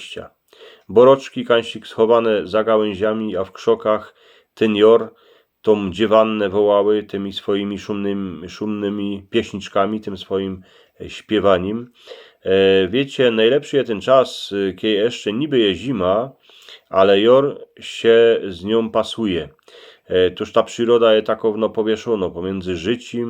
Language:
Silesian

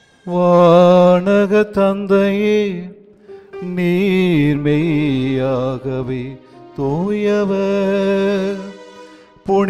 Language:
Tamil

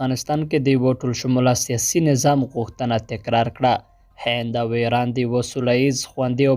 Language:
Pashto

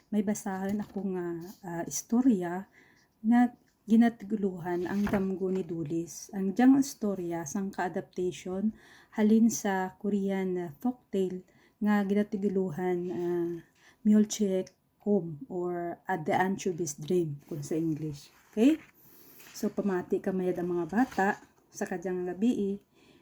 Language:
Kinaray-a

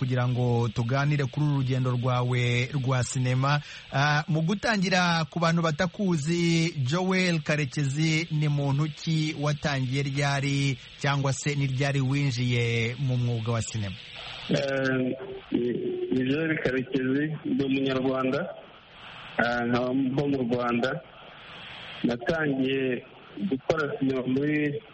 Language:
Kinyarwanda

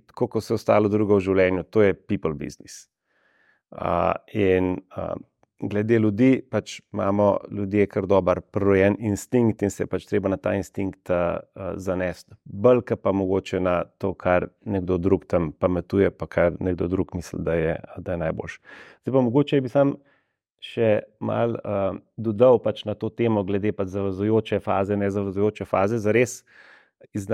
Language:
Slovenian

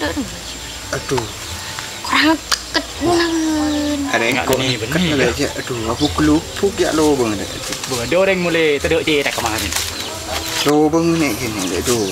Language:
Madurese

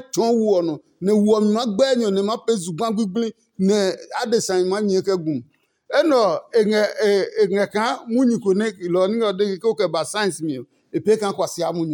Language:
Adangme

